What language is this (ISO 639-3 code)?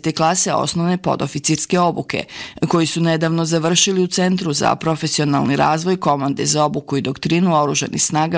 bos